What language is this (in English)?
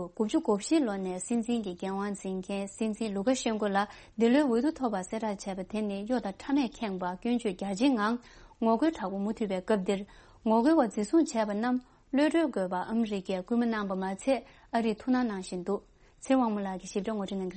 Tibetan